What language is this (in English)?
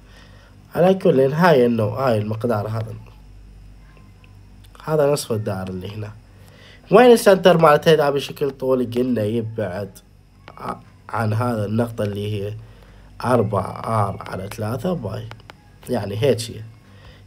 Mesopotamian Arabic